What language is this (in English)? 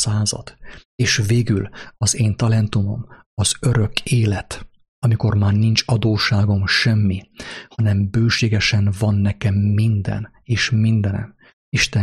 Hungarian